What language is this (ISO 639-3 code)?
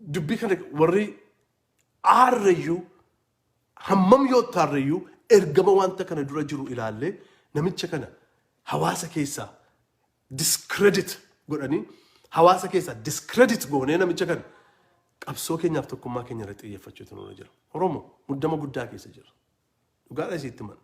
orm